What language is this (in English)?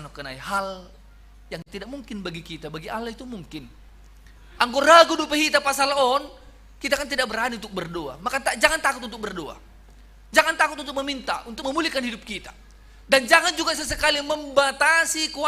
Batak Simalungun